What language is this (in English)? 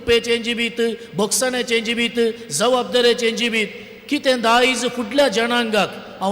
Konkani